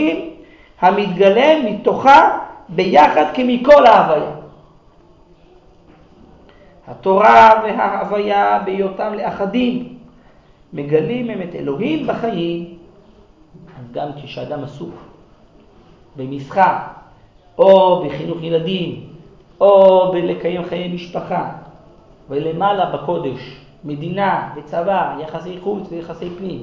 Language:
Hebrew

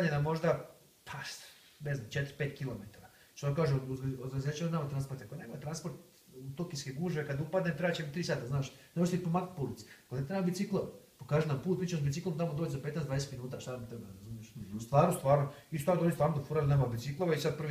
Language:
Croatian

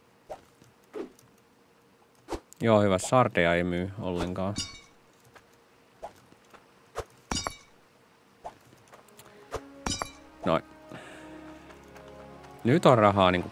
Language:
Finnish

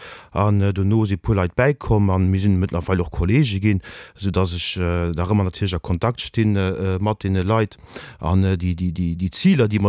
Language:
Luxembourgish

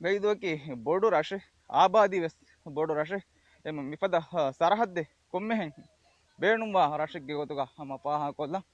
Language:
Divehi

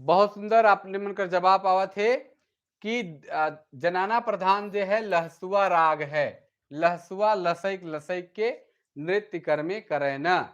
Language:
Sadri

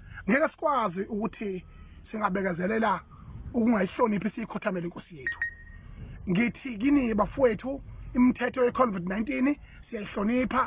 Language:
Zulu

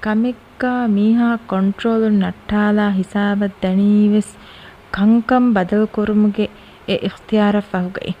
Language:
Divehi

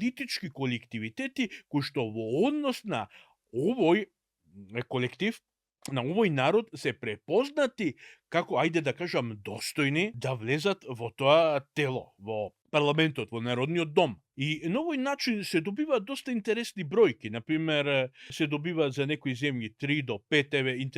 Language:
Macedonian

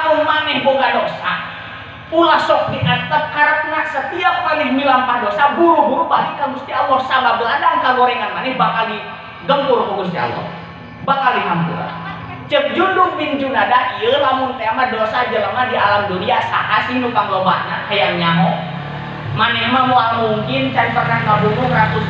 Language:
Sundanese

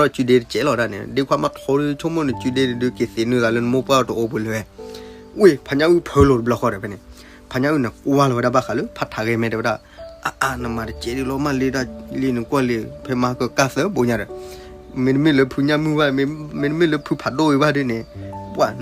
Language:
S'gaw Karen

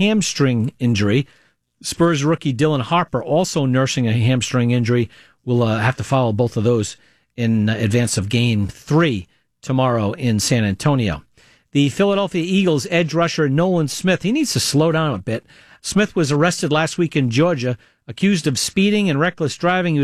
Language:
English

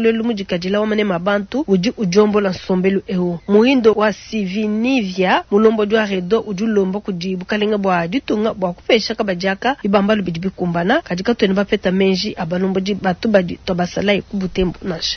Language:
Luba-Lulua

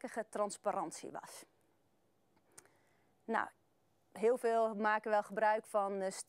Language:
Dutch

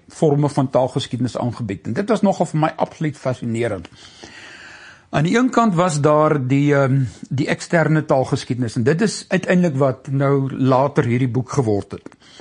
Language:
Afrikaans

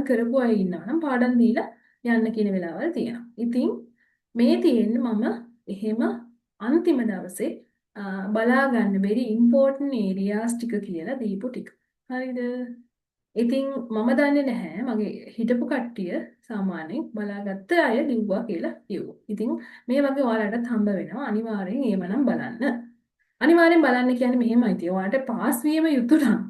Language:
Sinhala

